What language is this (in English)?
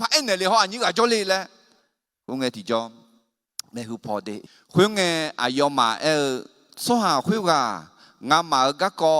Akha